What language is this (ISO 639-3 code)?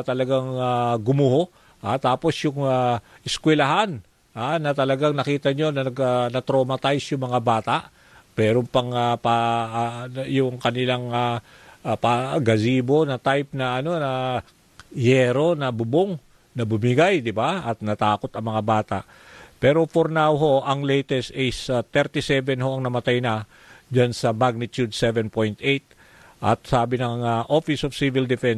fil